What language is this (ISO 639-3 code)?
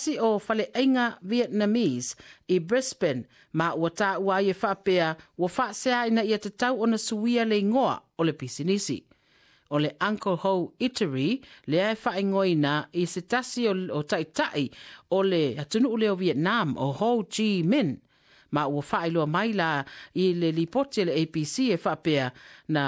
smo